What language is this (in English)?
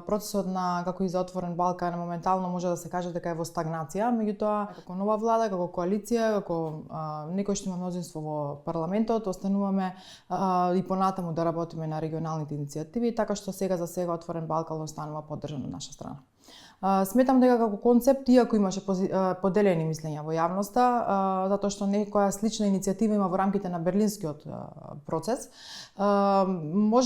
Macedonian